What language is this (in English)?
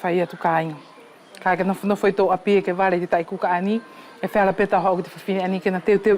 Wallisian